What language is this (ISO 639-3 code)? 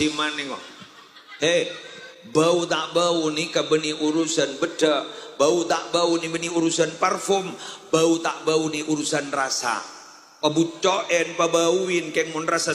mad